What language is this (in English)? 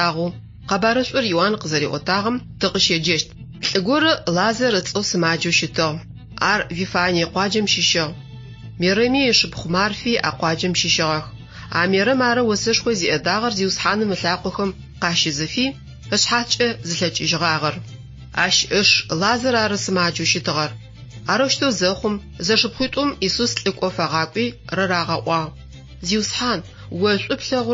Adyghe